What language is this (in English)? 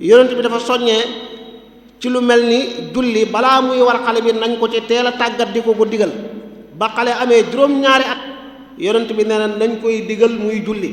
Wolof